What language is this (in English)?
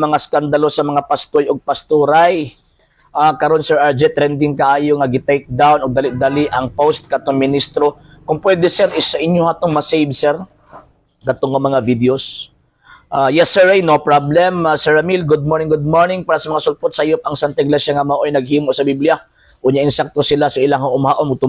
Cebuano